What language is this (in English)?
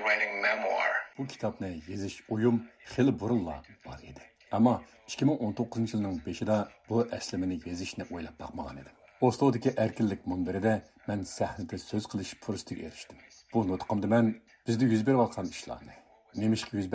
Uyghur